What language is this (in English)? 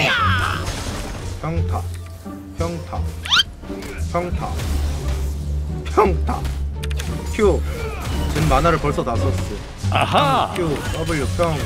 Korean